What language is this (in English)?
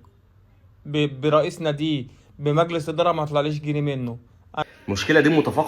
Egyptian Arabic